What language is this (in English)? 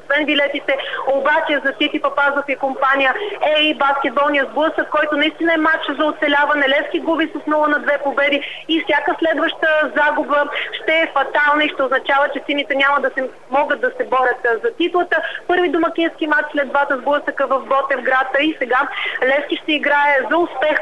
Bulgarian